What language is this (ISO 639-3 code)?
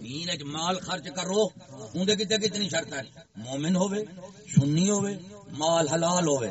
skr